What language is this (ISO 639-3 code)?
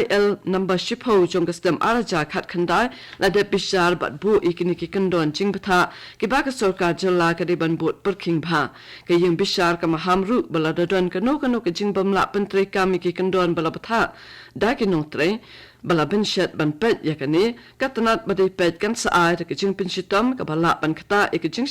kha